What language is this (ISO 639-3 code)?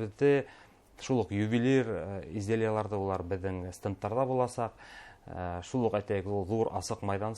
bak